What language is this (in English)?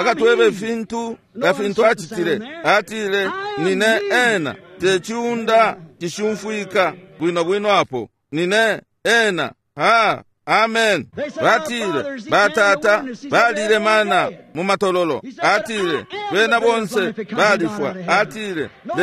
Bemba